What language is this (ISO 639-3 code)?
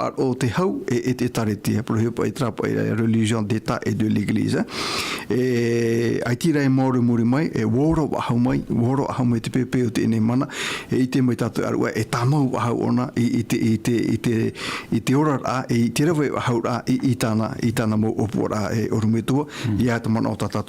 tah